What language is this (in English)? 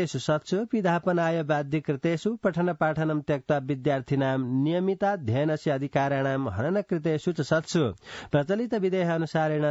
Sanskrit